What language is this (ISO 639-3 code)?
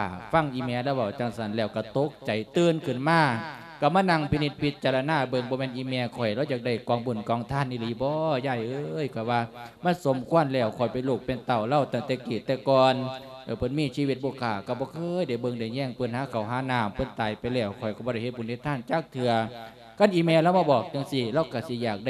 lao